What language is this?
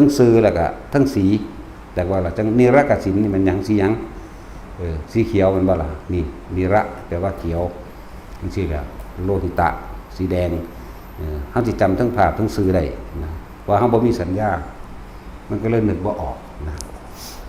Northeastern Thai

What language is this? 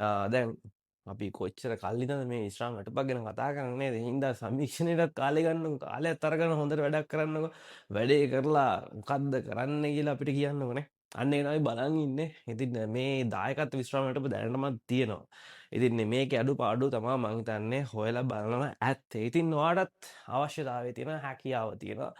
Sinhala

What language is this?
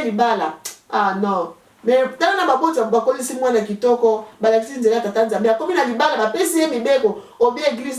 Lingala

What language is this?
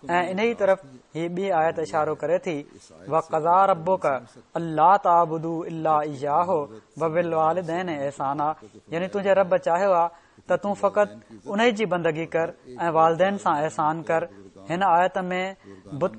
Sindhi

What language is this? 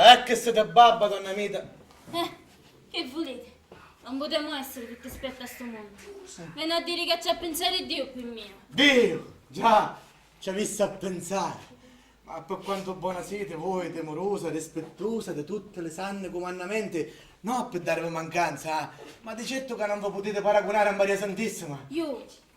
Sicilian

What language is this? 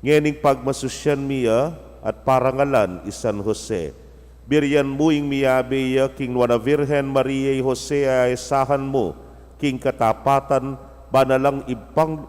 Pampanga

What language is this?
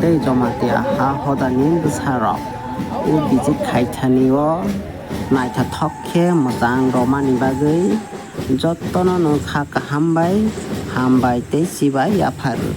Kok Borok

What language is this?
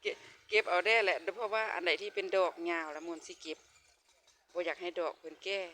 Lao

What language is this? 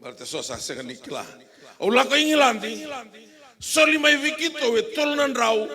Fijian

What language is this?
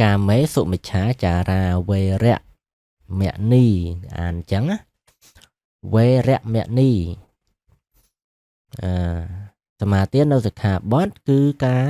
Khmer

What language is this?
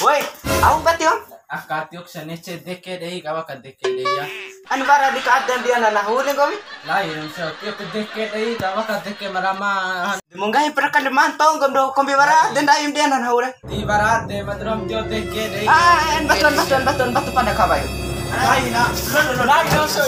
Bima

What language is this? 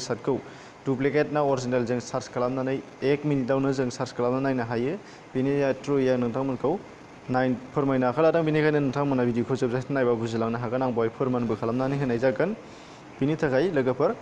Bodo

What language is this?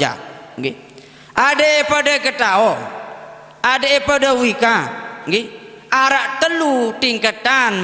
Sasak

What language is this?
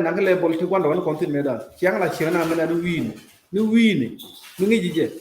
Nuer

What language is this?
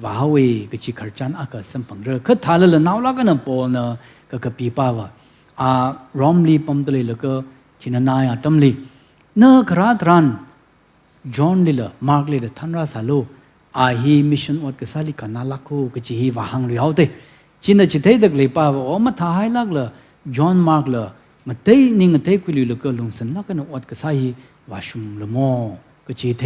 Tangkhul Naga (India)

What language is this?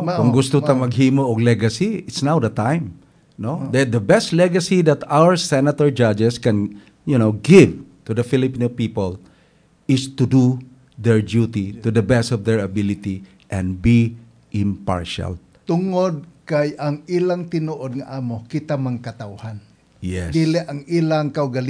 Cebuano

